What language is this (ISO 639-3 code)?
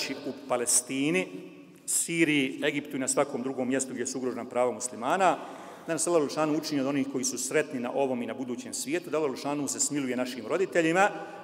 bos